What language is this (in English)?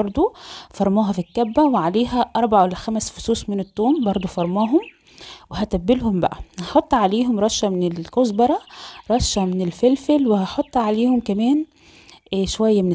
Egyptian Arabic